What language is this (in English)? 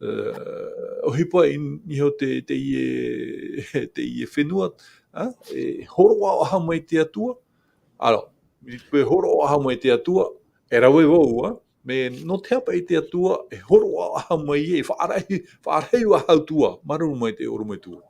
Tahitian